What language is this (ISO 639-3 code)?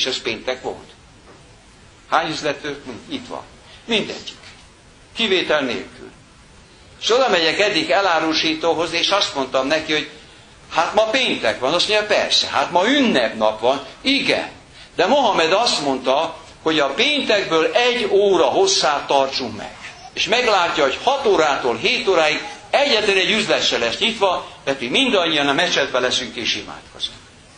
hun